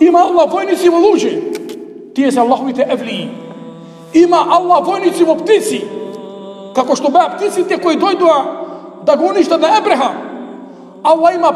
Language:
Macedonian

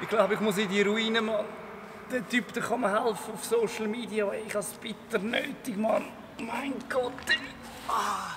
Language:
Swiss German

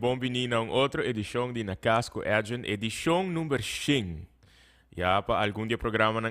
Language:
Papiamento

